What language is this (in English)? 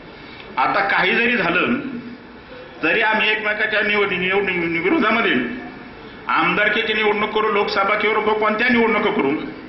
Marathi